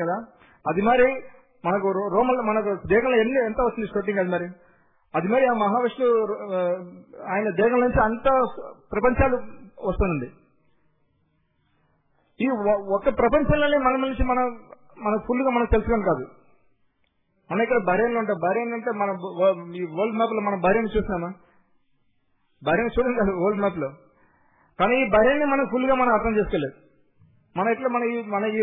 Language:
Telugu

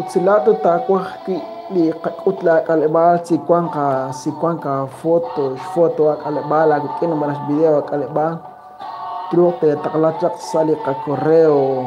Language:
Kekchí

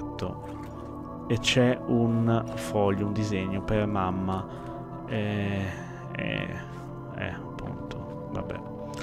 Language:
Italian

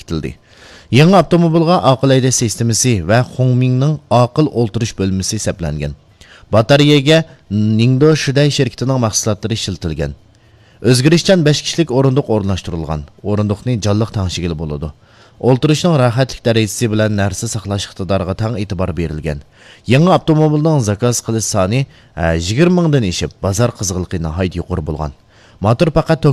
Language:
Uyghur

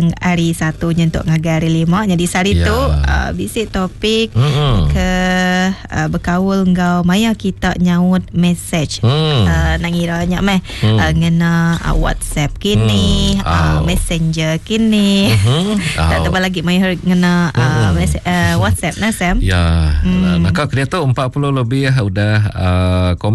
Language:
Iban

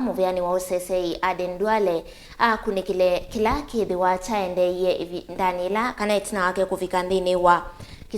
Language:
Kamba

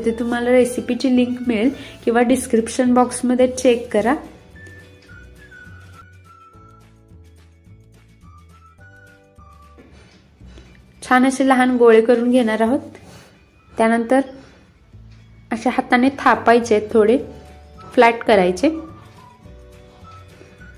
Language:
Marathi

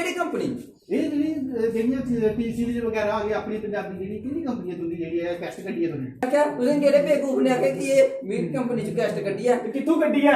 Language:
Dogri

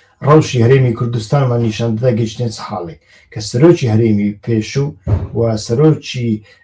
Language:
Central Kurdish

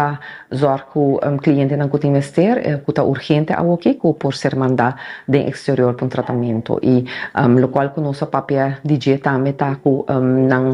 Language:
Papiamento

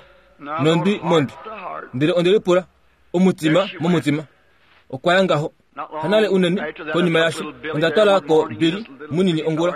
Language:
Kuanyama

